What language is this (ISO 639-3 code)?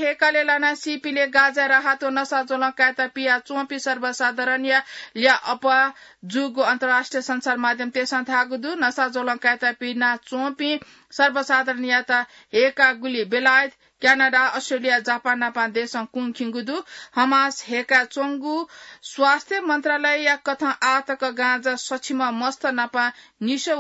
new